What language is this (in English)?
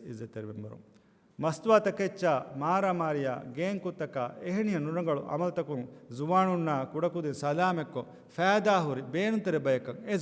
Divehi